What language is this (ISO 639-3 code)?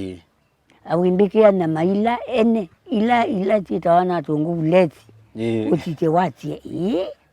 kam